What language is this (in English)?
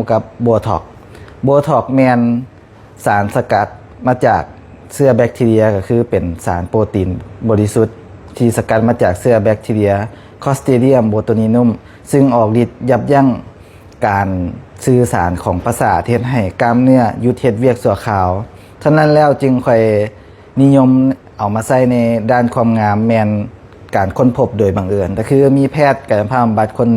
Lao